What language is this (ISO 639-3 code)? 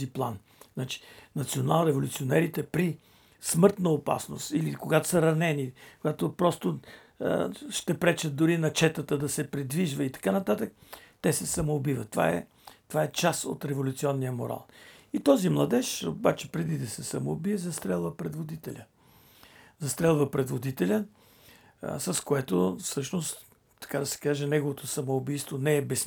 bul